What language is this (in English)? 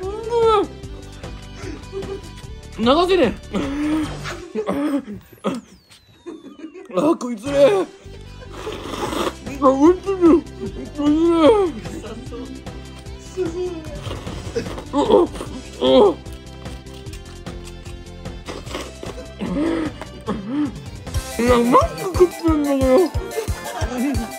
Japanese